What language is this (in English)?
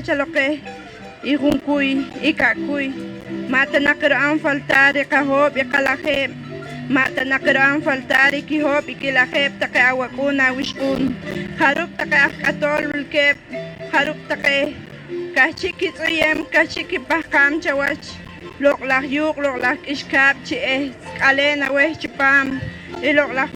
Poqomchi'